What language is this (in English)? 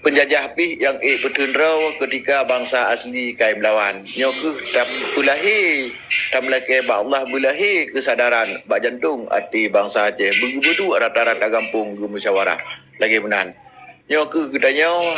Achinese